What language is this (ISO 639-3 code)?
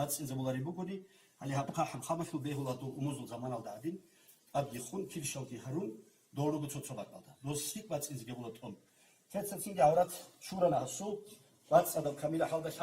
ava